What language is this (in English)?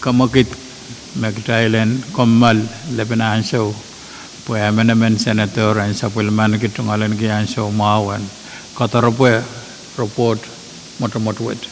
Pohnpeian